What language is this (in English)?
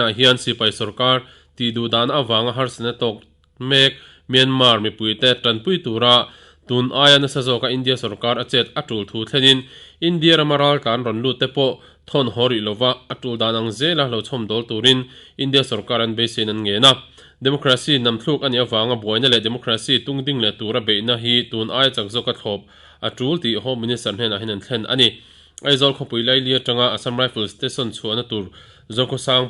Mizo